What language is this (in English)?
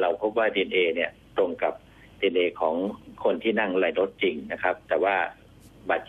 Thai